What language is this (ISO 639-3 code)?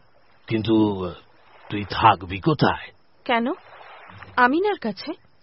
ben